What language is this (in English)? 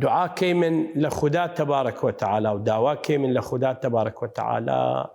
Southern Kurdish